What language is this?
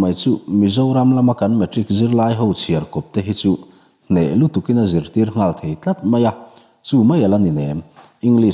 Mizo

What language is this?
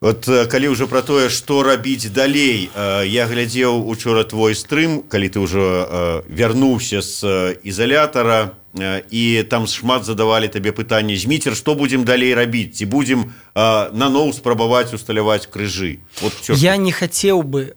Belarusian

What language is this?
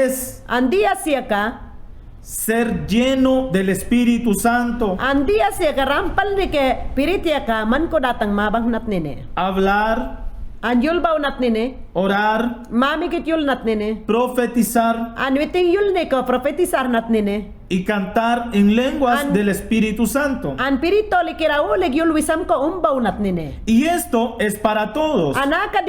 Mayangna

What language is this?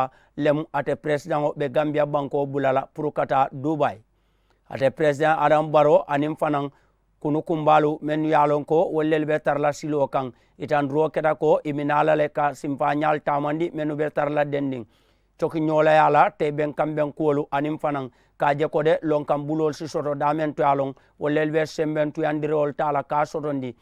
Mandingo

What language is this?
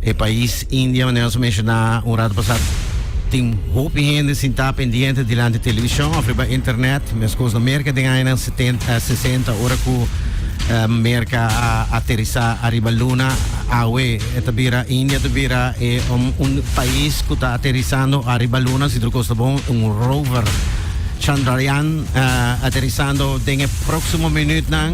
Papiamento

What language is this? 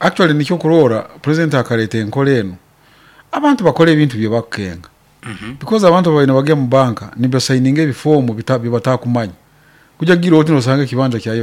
Nyankole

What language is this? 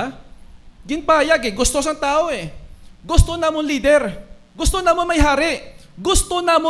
Hiligaynon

